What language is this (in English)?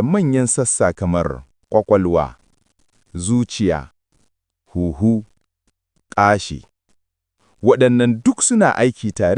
Hausa